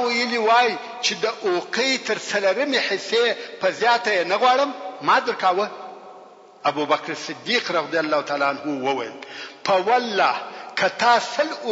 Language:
Pashto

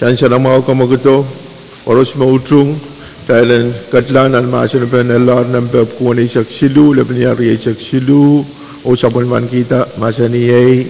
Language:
Pohnpeian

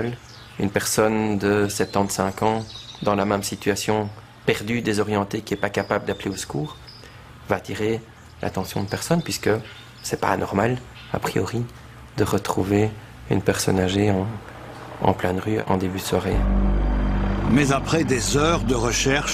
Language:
French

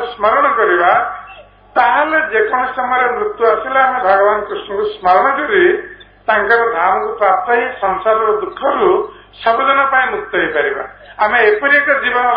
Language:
Odia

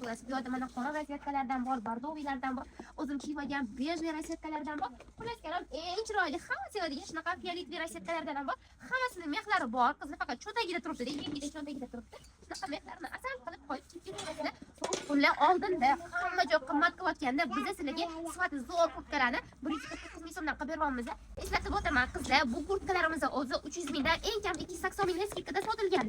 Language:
Uzbek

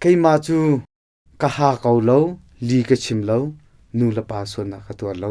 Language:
Hakha Chin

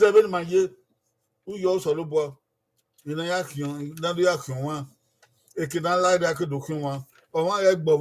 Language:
Bini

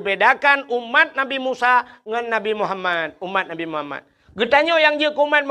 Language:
Achinese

